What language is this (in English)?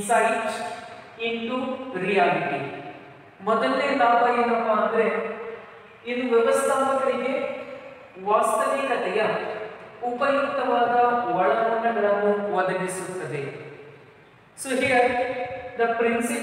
Kannada